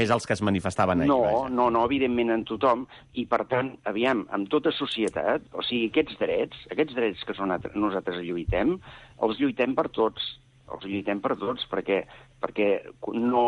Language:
Catalan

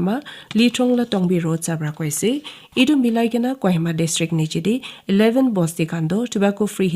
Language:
Naga Pidgin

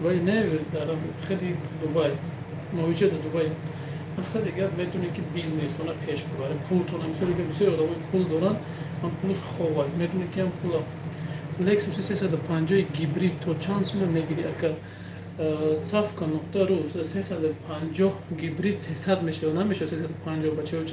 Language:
Tajik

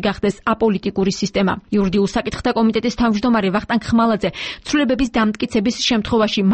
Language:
Georgian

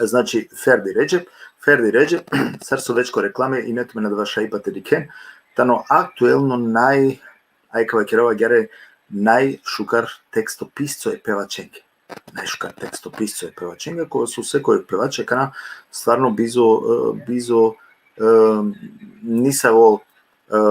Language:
Balkan Romani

